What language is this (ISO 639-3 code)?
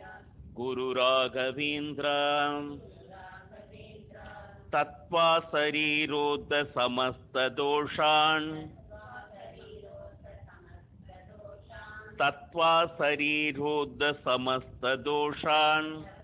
tam